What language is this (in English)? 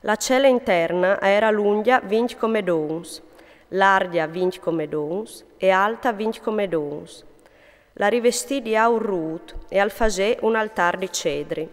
Friulian